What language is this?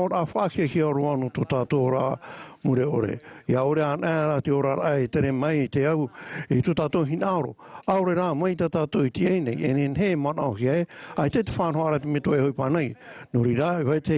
Tahitian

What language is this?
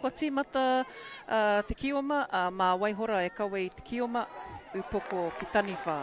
Māori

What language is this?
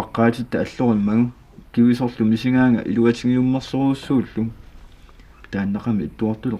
Kalaallisut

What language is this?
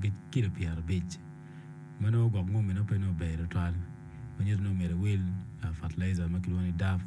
Acoli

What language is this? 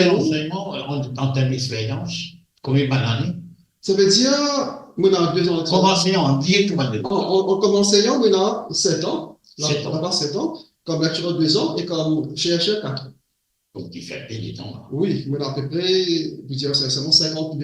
Morisyen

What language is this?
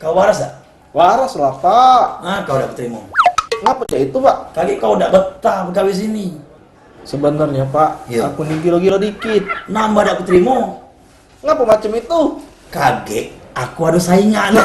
Musi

